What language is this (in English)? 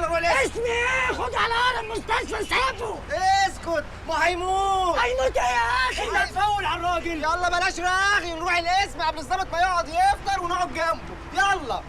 Egyptian Arabic